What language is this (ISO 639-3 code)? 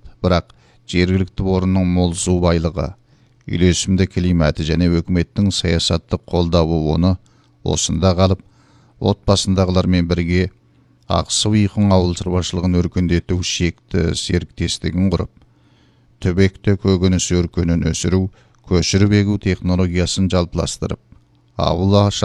kaz